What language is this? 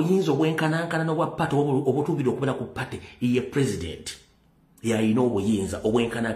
Ganda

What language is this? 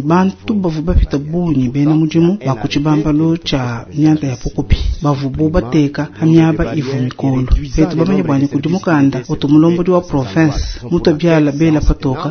Luba-Lulua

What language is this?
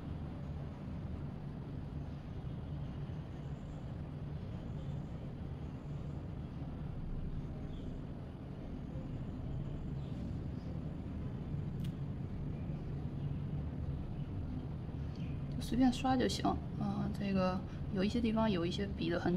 Chinese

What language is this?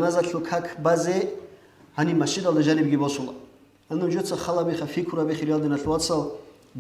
Avaric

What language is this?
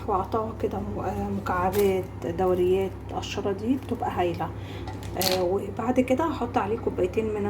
Egyptian Arabic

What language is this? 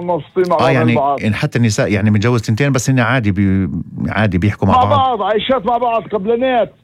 North Levantine Arabic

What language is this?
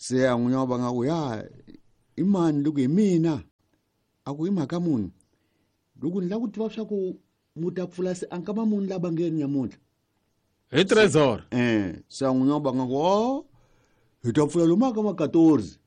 Tsonga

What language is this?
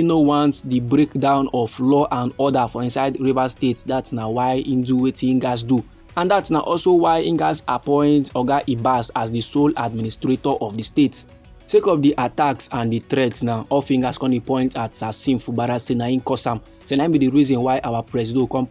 Nigerian Pidgin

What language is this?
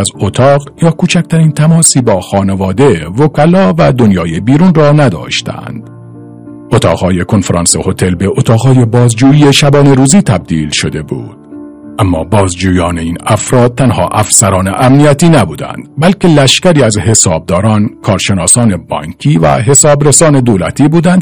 Persian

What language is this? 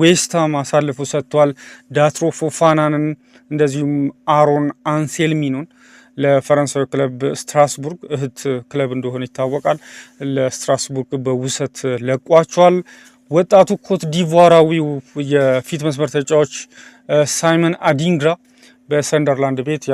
Amharic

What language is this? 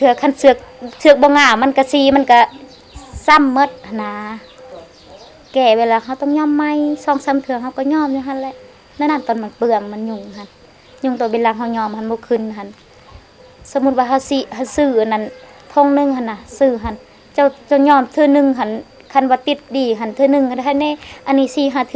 Lao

